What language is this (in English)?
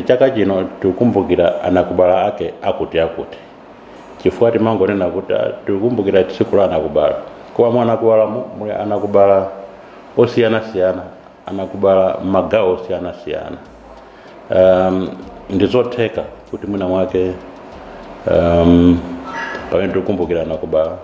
Nyanja